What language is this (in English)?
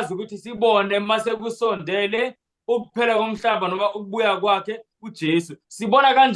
Zulu